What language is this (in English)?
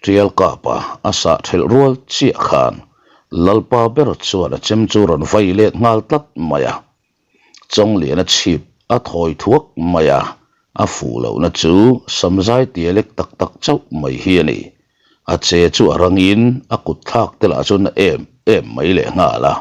Mizo